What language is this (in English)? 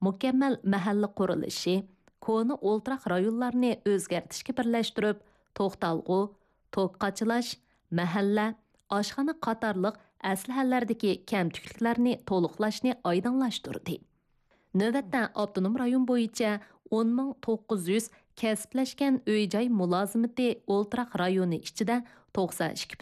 Uyghur